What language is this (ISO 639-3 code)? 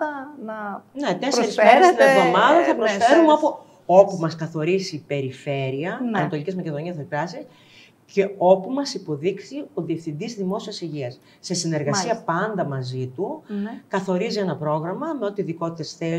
ell